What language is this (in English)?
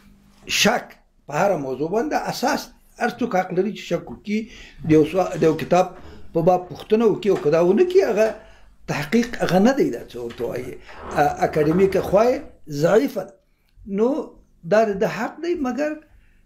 Pashto